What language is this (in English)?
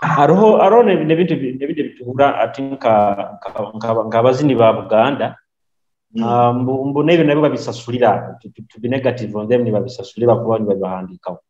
Nyoro